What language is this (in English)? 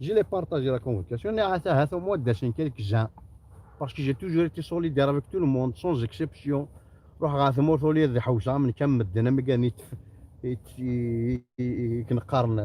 Kabyle